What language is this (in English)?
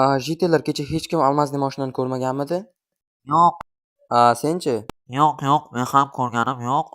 Uzbek